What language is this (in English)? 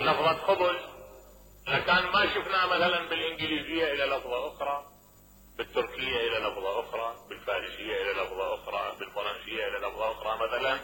Mesopotamian Arabic